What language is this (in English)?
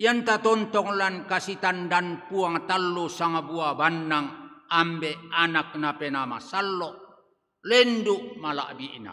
Toraja-Sa'dan